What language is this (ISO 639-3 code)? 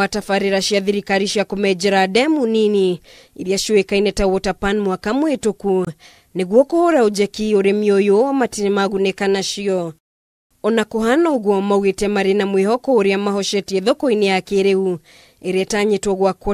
kik